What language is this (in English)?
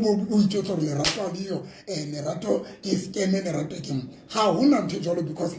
Southern Sotho